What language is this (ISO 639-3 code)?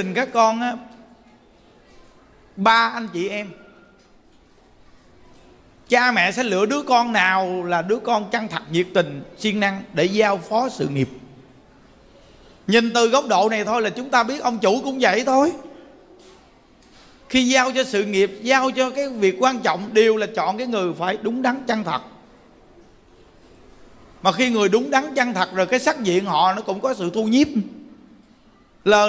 vie